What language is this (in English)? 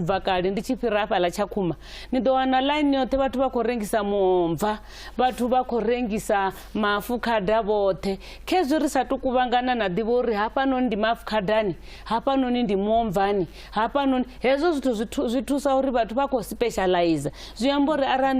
Venda